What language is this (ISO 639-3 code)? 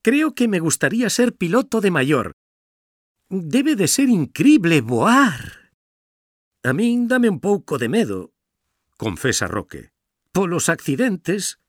glg